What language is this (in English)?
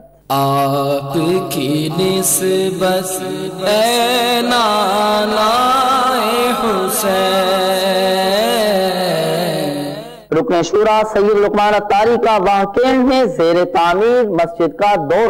Urdu